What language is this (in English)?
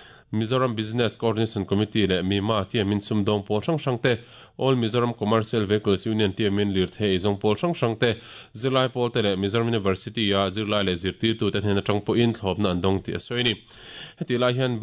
Mizo